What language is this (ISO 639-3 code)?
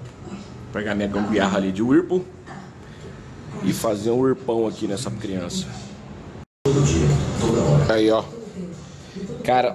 por